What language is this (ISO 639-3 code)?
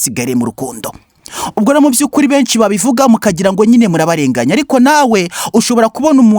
kin